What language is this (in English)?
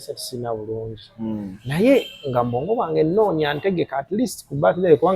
Ganda